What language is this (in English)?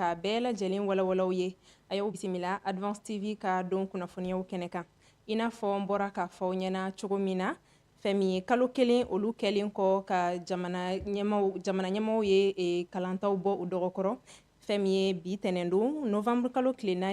Bambara